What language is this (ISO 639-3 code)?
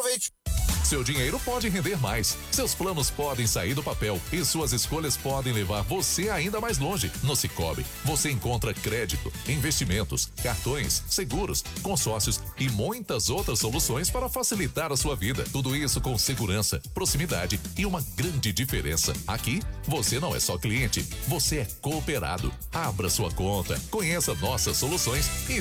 por